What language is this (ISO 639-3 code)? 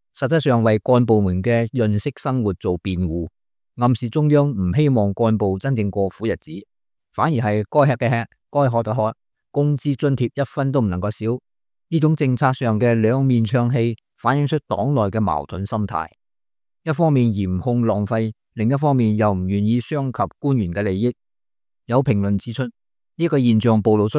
yue